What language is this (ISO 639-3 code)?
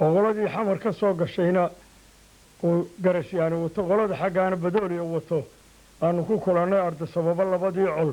som